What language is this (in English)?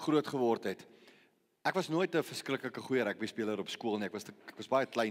Afrikaans